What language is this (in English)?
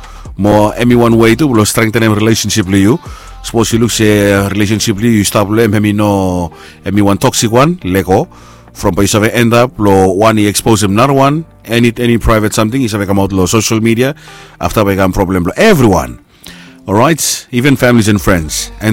Bislama